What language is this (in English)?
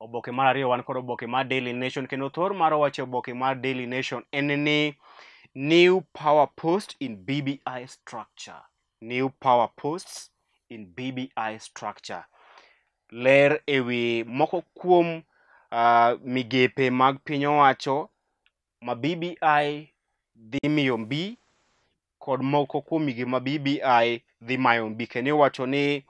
Luo (Kenya and Tanzania)